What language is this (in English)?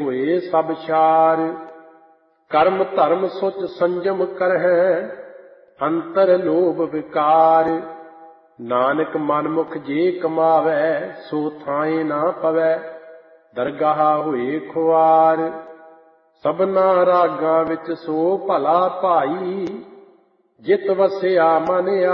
Punjabi